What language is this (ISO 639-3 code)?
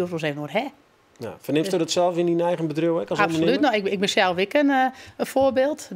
fry